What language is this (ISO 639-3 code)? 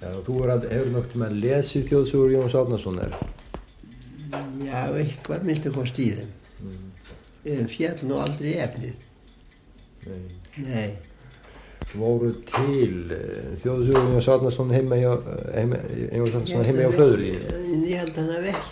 isl